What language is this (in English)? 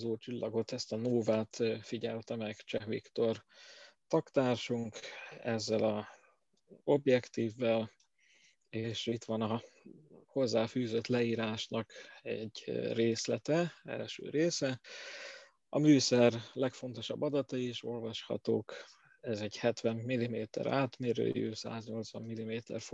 Hungarian